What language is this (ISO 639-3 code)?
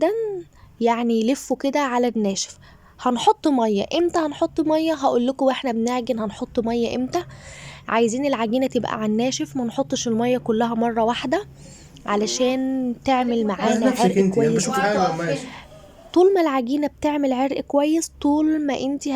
arz